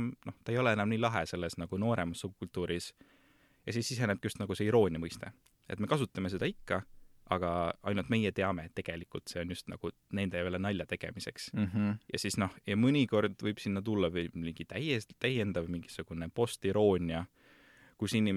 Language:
Estonian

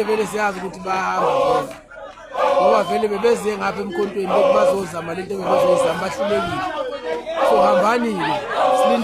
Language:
Zulu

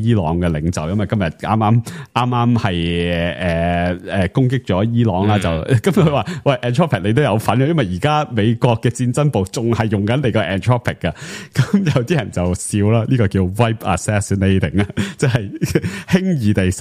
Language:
Cantonese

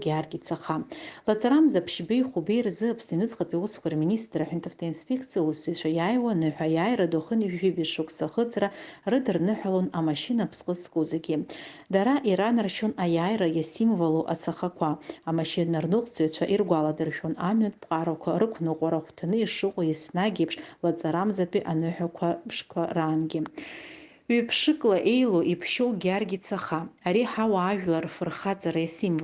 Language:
Abkhazian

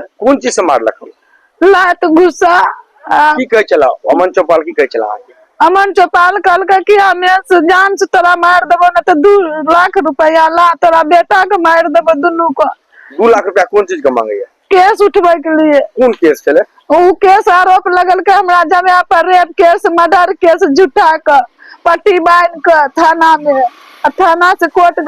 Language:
Maithili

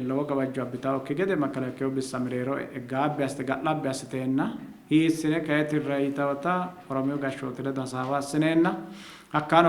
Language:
Sidamo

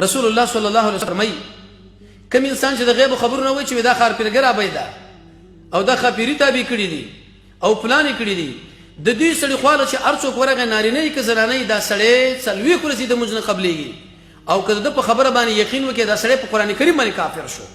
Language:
Pashto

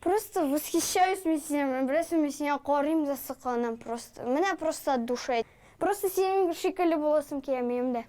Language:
Tatar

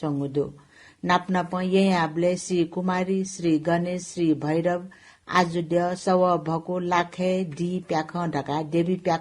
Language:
Newari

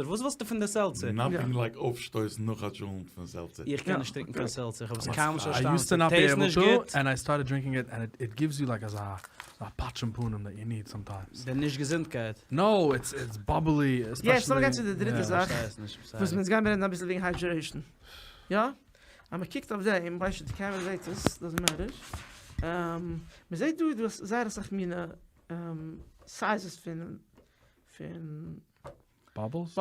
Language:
Yiddish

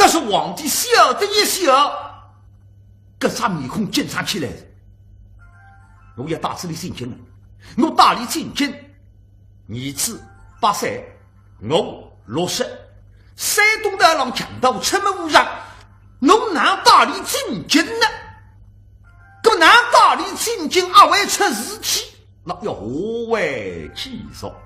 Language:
Wu Chinese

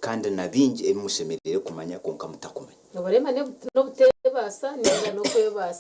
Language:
Nyankole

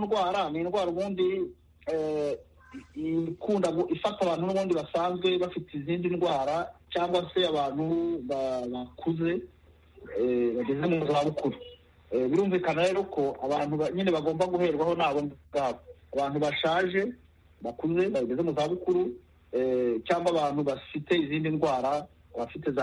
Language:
Kinyarwanda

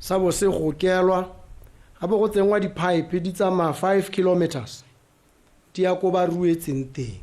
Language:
Tswana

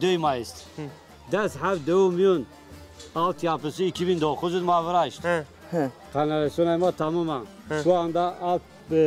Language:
Zaza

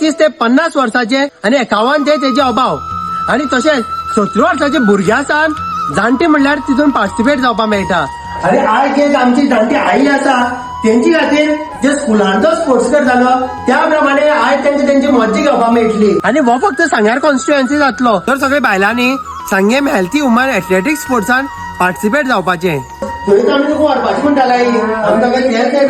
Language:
Konkani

